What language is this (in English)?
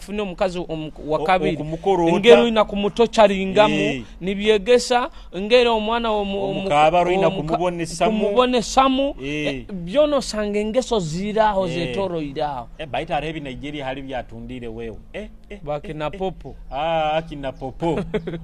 Nyoro